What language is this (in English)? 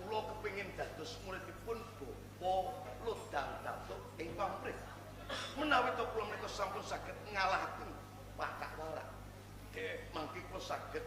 Javanese